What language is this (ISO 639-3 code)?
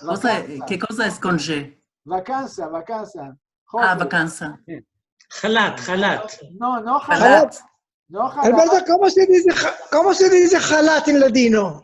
lad